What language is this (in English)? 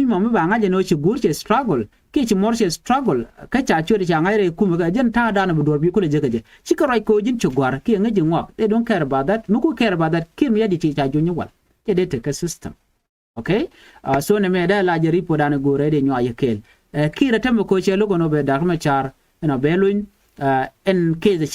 Nuer